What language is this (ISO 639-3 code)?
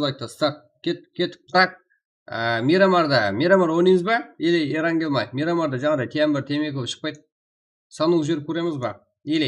kaa